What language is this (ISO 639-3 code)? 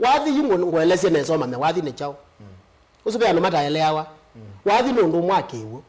kam